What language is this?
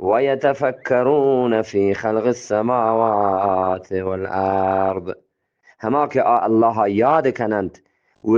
Eastern Balochi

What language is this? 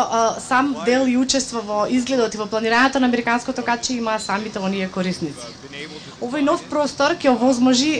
Macedonian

